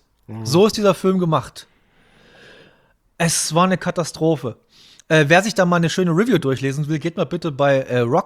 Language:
German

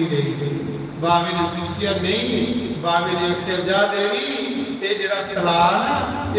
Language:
Dogri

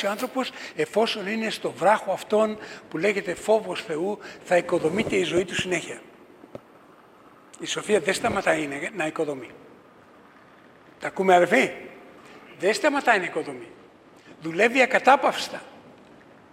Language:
Greek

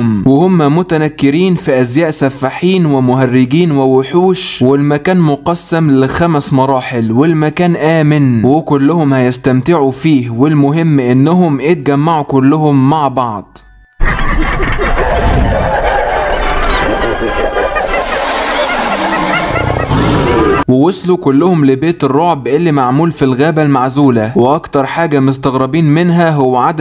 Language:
Egyptian Arabic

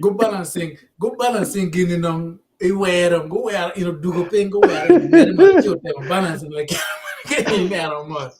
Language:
Acoli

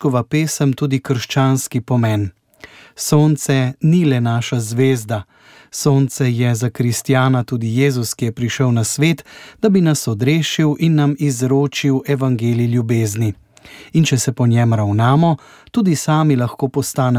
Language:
Slovenian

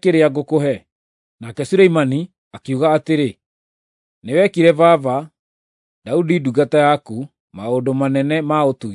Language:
Kikuyu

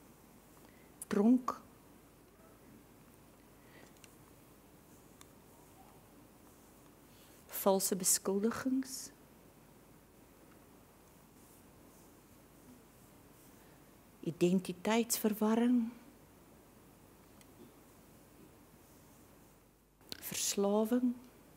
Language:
Afrikaans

